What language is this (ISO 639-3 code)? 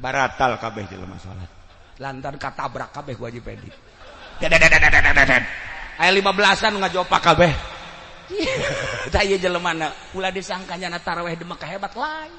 sun